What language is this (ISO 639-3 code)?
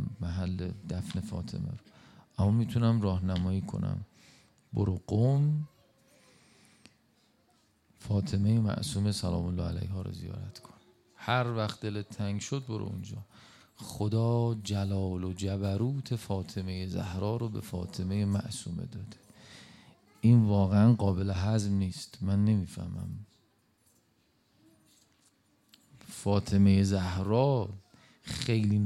fas